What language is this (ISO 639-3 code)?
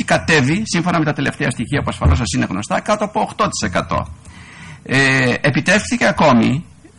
ell